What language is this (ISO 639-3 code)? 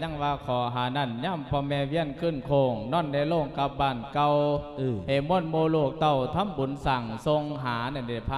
lao